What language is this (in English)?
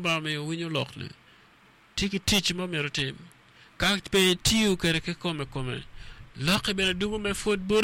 Acoli